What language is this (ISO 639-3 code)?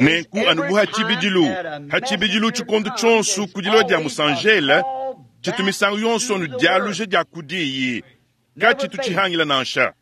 lua